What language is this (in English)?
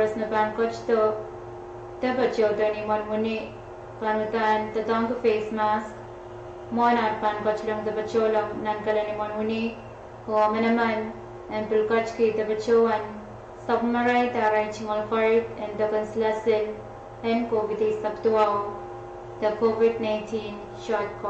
Pohnpeian